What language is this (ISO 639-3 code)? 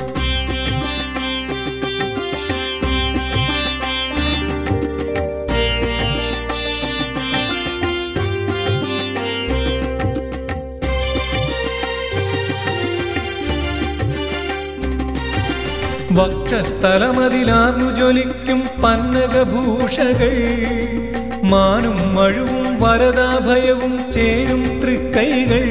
mal